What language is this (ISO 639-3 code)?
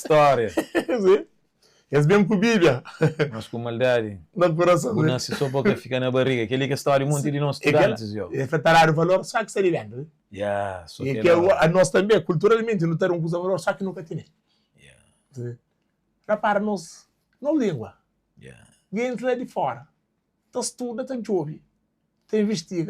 kea